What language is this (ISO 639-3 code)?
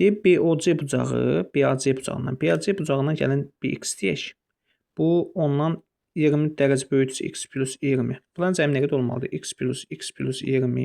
aze